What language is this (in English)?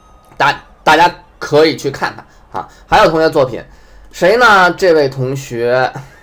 Chinese